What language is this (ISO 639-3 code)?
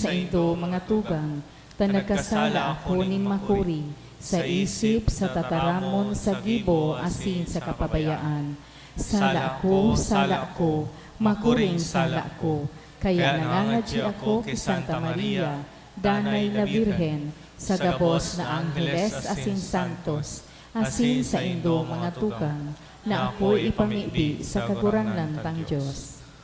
bik